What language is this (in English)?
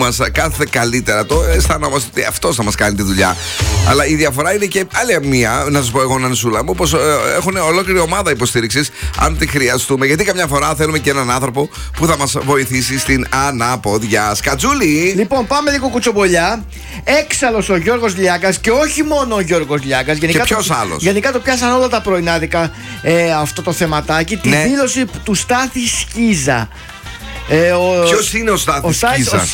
Greek